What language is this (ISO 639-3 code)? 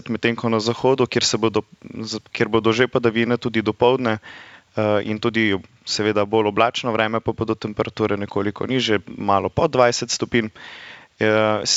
slv